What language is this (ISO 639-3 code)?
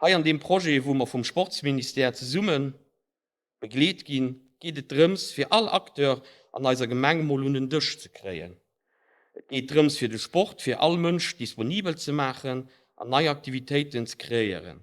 ltz